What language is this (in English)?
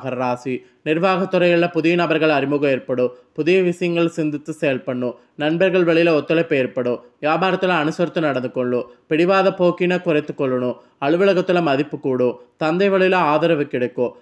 Tamil